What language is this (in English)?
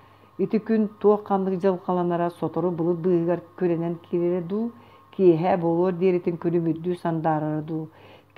Yakut